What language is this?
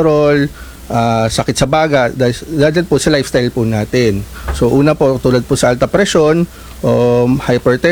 Filipino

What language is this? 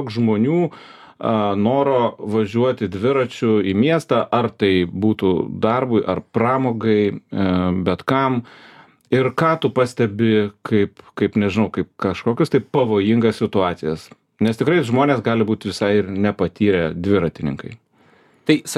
Lithuanian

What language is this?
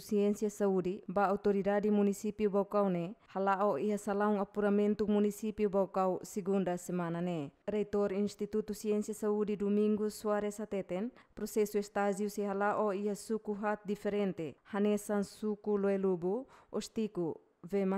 Tetum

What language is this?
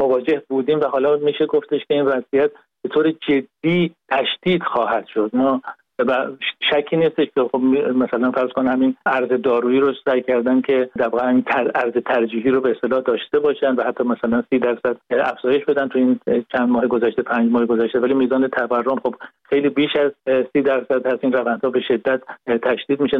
Persian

